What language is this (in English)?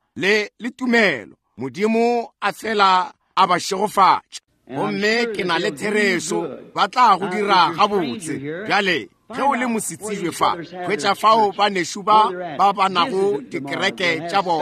Northern Sotho